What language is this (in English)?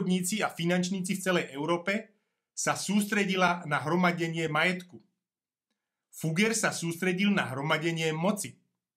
Slovak